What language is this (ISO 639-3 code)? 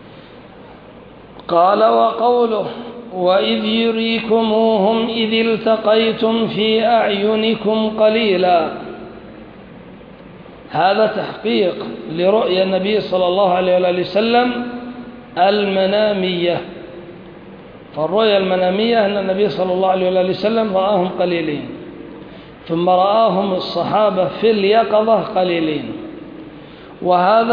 ara